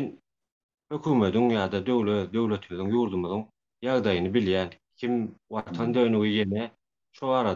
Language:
Turkmen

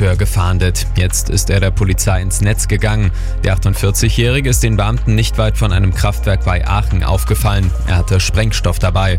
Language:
German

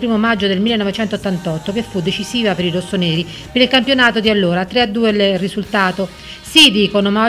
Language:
Italian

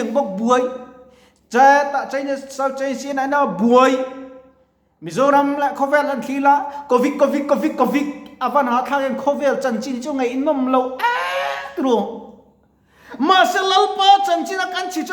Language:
Mizo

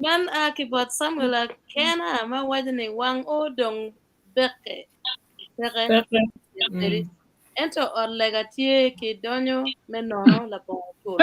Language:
Acoli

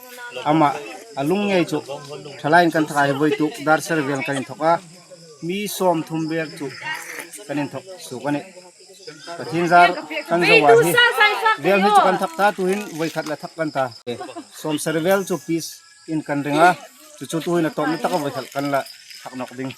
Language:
Hmar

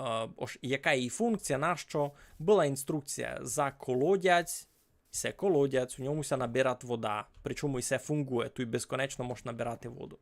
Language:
Rusyn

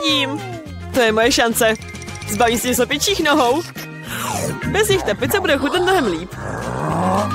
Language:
Czech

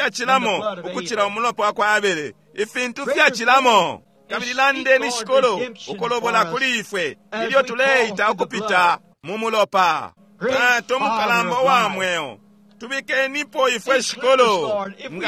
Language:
Bemba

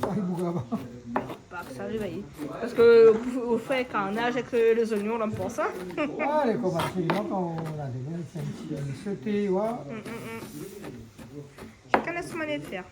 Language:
Réunion Creole French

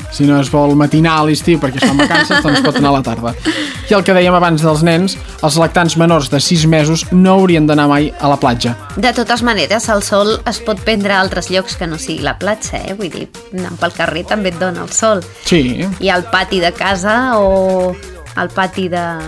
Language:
Catalan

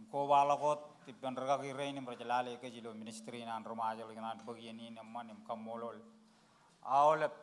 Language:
Marshallese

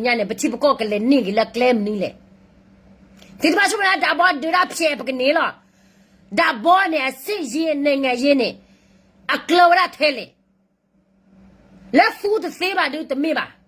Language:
S'gaw Karen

